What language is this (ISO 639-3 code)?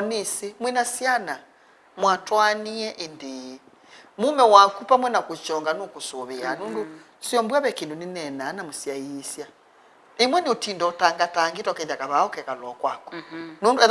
kam